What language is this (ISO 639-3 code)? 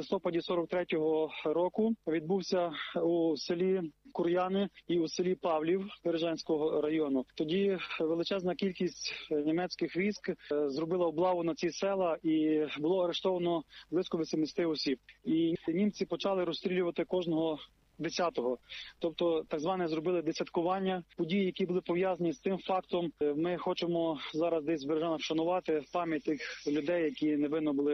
ukr